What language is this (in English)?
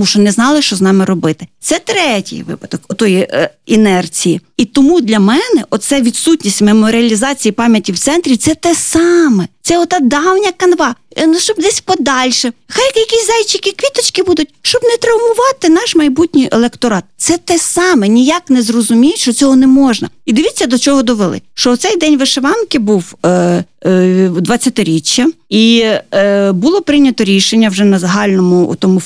Ukrainian